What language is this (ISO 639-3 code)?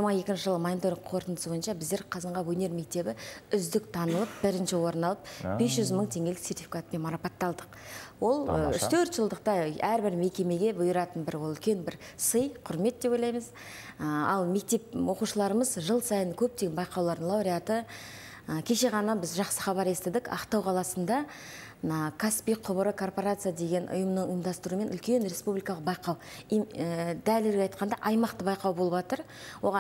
kaz